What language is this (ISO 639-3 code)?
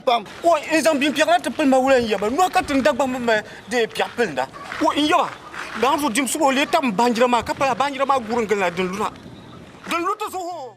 dag